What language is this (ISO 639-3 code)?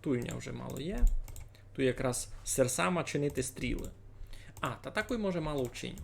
rue